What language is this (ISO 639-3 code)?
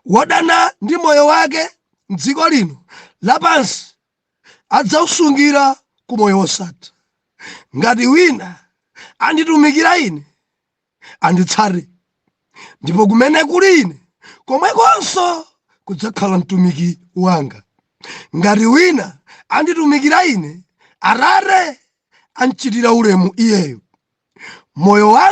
nya